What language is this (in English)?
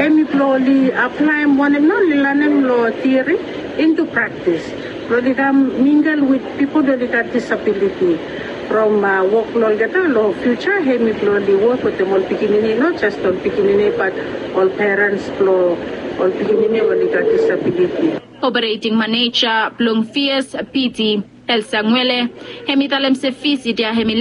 Bislama